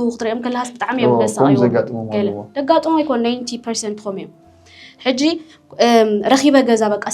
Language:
Tigrinya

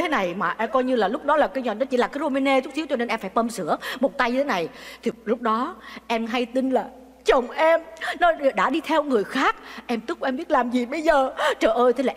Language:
Vietnamese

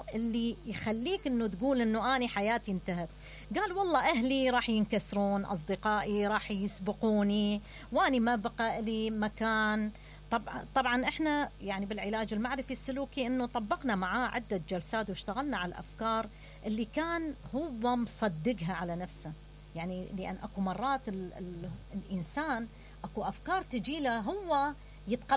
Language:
Mesopotamian Arabic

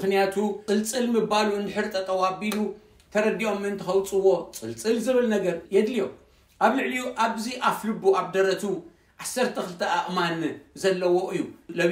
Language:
Tigrinya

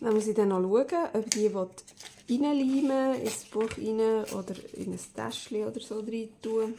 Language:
Swiss German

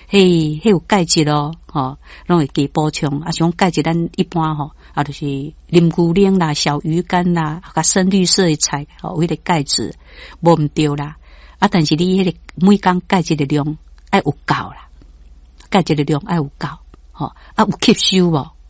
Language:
Min Nan Chinese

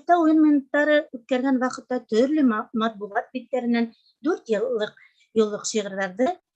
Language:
Bashkir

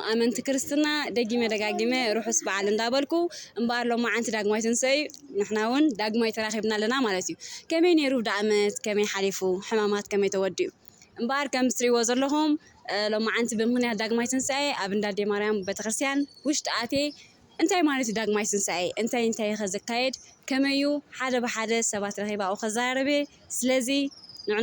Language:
Tigrinya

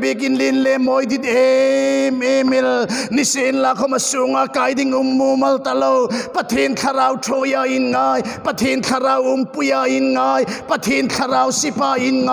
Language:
Hmar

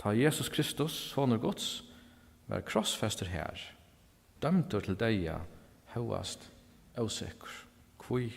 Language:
Faroese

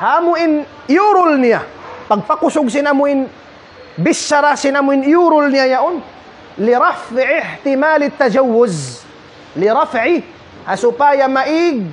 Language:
Tausug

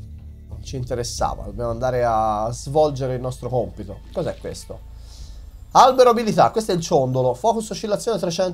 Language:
Italian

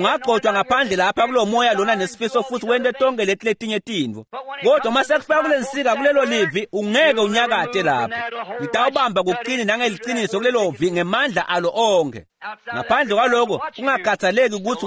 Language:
Swati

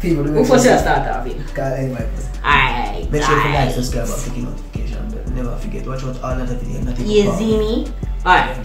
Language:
Jamaican Creole English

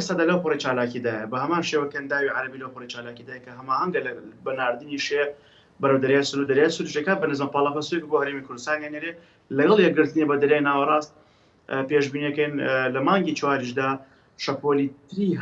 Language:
Central Kurdish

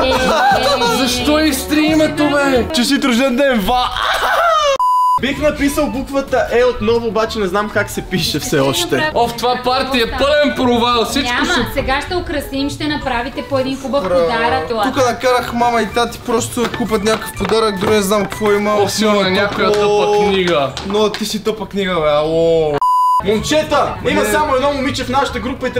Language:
Bulgarian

